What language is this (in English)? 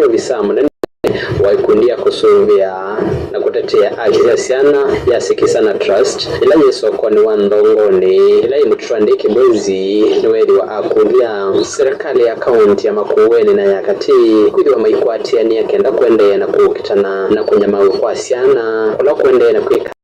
Kamba